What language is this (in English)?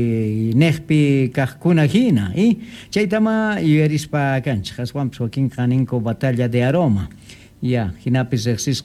South Bolivian Quechua